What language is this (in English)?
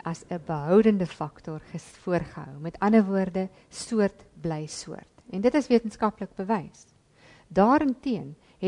Afrikaans